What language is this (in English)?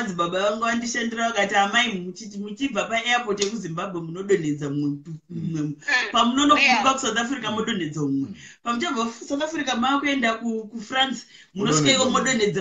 Shona